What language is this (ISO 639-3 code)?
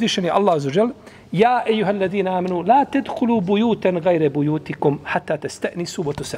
bos